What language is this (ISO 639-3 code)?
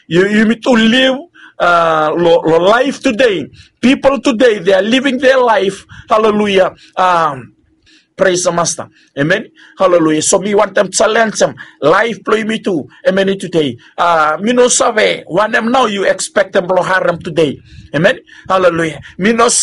bis